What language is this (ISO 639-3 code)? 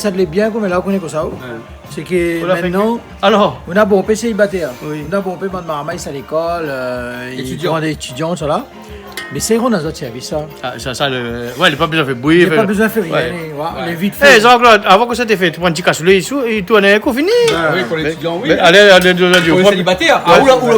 rcf